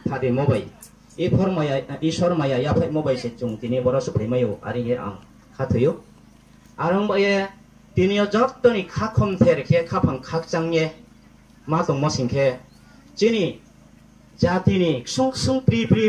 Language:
Riang (India)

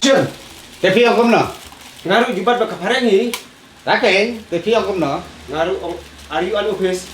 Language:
Khasi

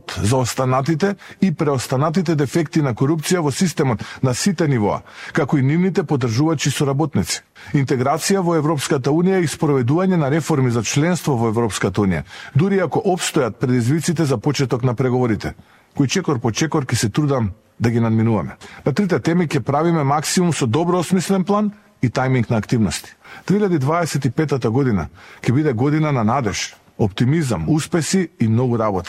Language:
Macedonian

